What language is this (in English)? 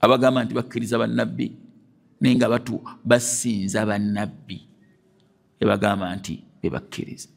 Ganda